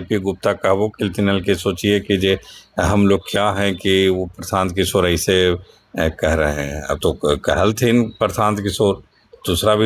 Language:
Magahi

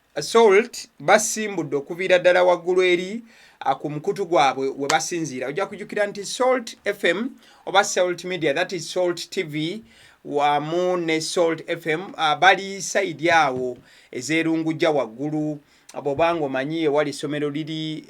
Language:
Ganda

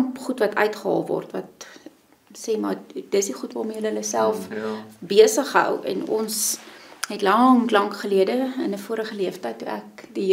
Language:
Afrikaans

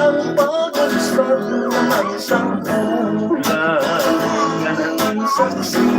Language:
Hiligaynon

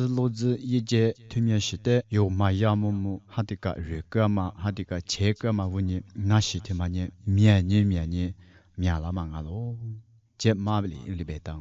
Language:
Lisu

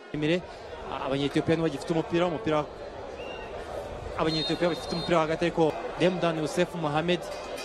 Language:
Kinyarwanda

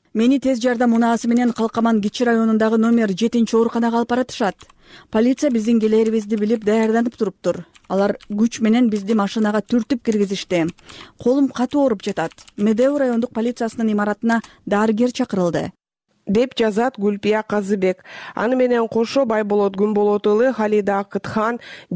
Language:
Kyrgyz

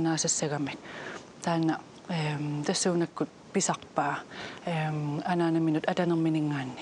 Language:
Kalaallisut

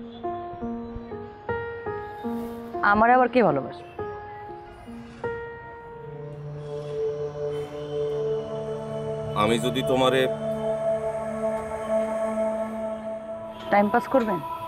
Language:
Bangla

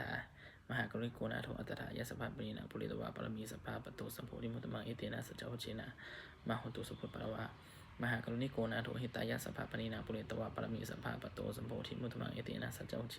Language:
Pali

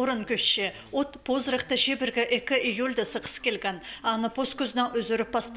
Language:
Khakas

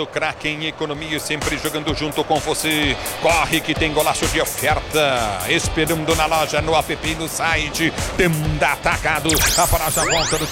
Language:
Portuguese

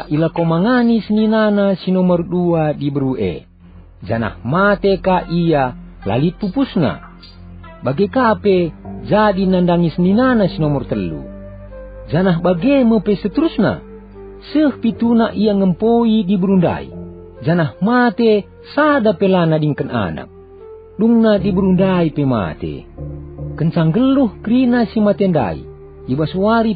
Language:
Batak Karo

